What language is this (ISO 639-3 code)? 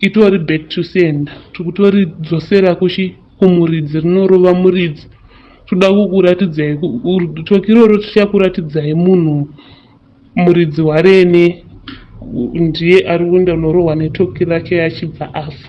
sna